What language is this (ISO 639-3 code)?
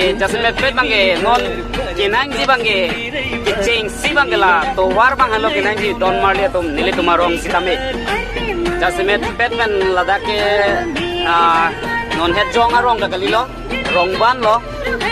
mjw